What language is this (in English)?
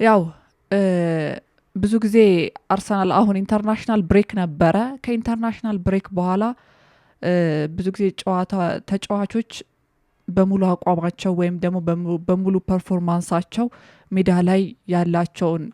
Amharic